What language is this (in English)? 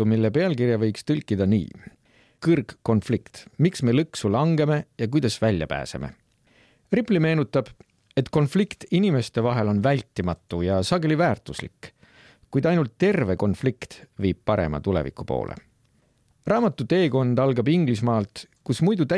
Estonian